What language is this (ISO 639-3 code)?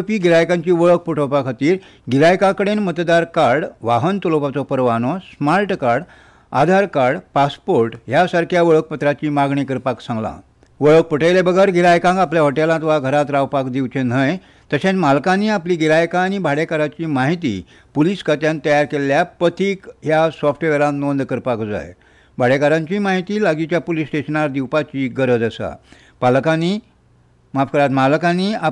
kok